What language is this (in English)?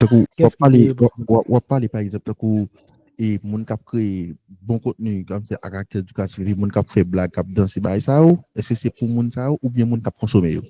Haitian Creole